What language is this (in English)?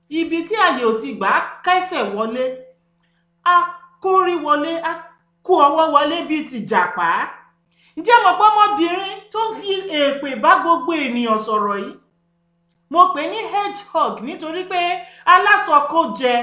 Yoruba